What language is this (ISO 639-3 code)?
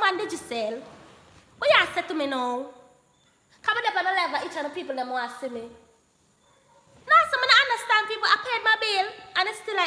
jam